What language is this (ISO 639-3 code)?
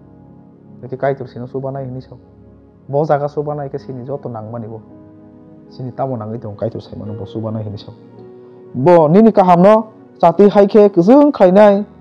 trp